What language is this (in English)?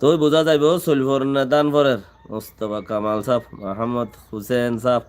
Rohingya